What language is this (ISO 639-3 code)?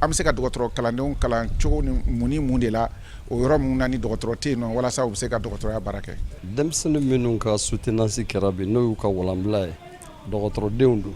bam